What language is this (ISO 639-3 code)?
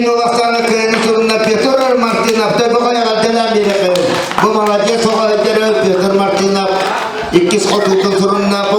sah